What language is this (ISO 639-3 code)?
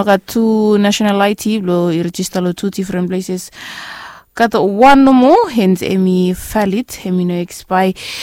bis